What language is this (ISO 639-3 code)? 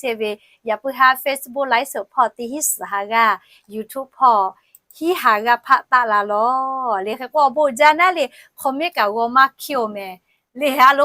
lhu